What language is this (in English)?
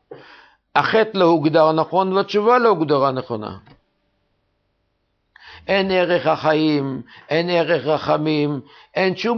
Hebrew